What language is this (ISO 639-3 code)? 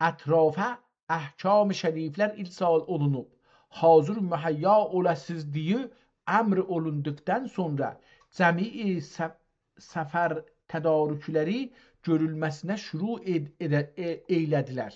azb